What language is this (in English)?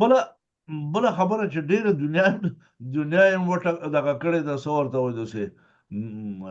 Pashto